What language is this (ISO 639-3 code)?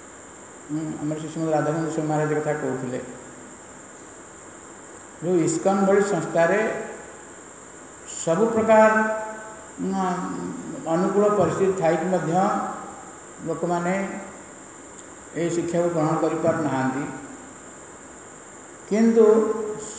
ori